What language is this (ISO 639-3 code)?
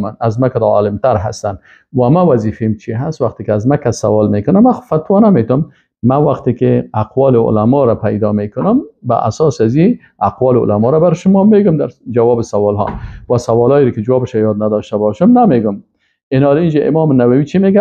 fas